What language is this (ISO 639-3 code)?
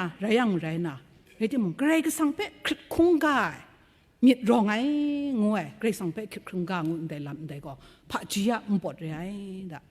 kac